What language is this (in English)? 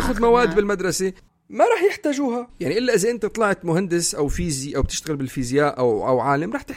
North Levantine Arabic